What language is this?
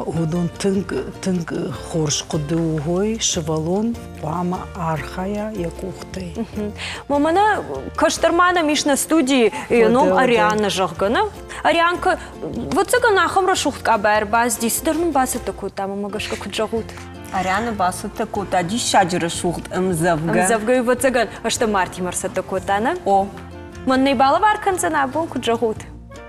Ossetic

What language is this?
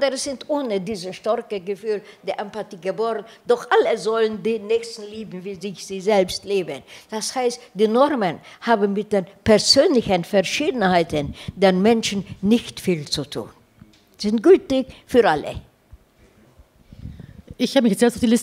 German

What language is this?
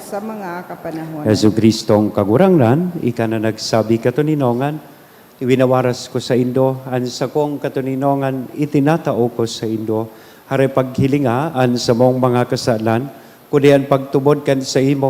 Bikol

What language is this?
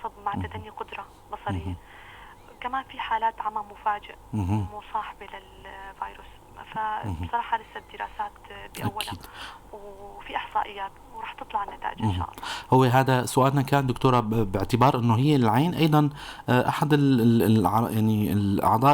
North Levantine Arabic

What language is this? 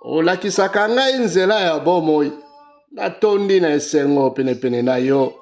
Lingala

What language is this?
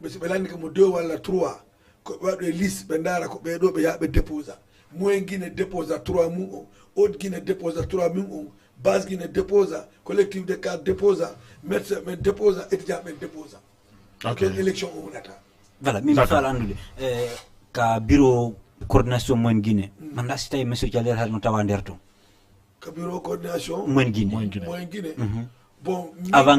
Fula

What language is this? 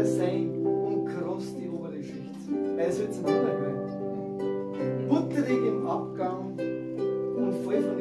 Bavarian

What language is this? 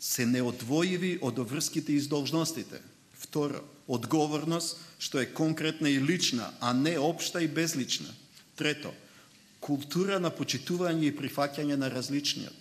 Macedonian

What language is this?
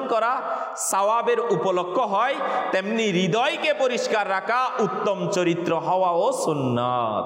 Bangla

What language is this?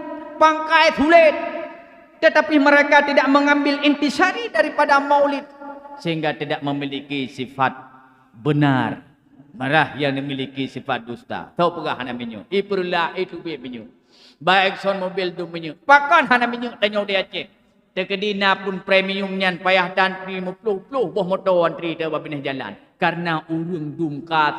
Achinese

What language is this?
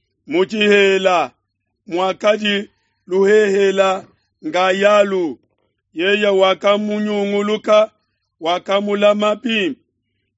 Luba-Lulua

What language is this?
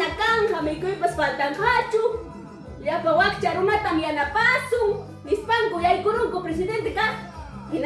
Ayacucho Quechua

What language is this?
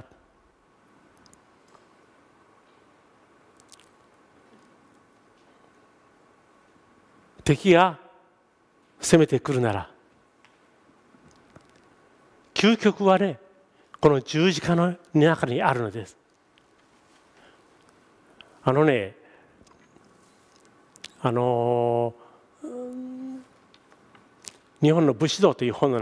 Japanese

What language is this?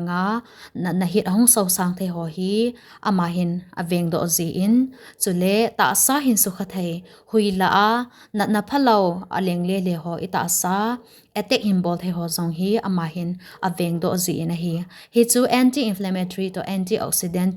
Thado Chin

